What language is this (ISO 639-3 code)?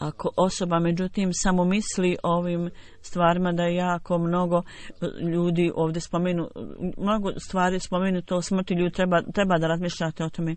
bos